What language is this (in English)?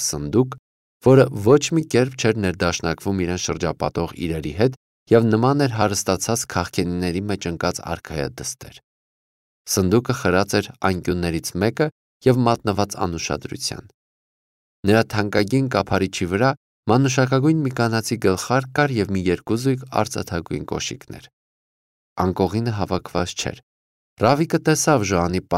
Armenian